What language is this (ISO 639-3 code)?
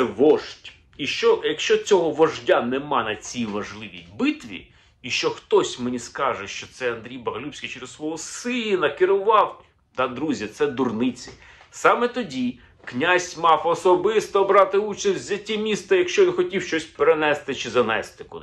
ukr